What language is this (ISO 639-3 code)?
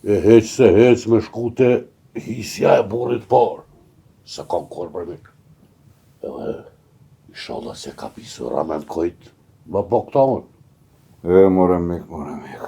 sqi